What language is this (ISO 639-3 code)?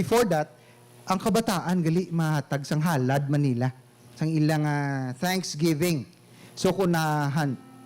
hil